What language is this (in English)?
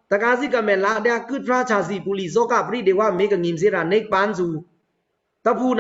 Pa'o Karen